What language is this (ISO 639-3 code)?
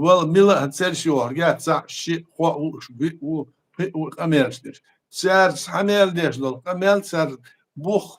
che